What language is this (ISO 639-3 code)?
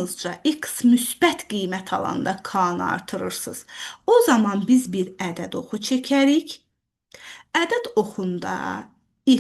aze